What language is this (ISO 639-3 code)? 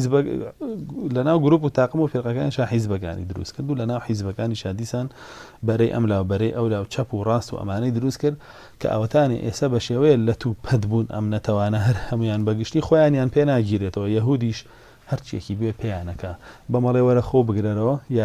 ckb